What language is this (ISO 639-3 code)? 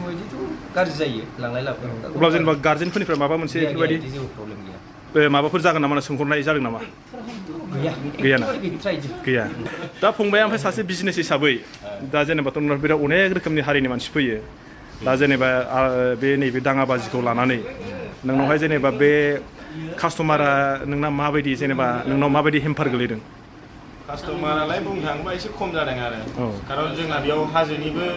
brx